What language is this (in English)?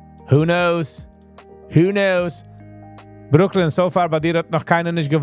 Yiddish